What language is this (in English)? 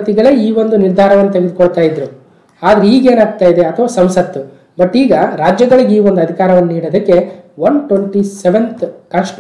Kannada